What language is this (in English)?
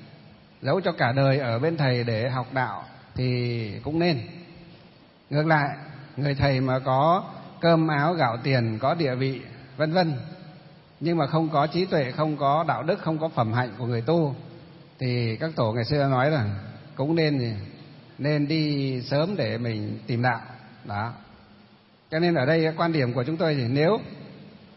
Vietnamese